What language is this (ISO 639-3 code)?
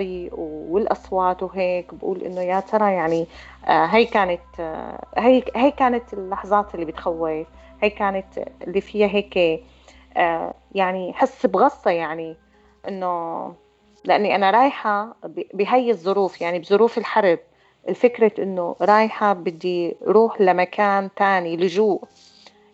apc